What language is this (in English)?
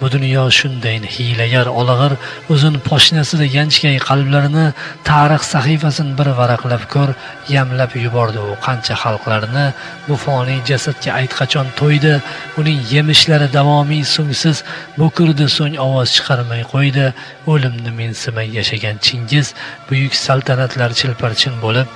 Uzbek